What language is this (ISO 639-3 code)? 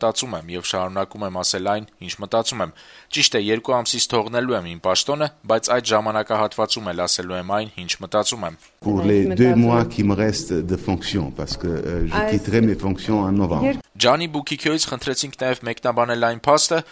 hye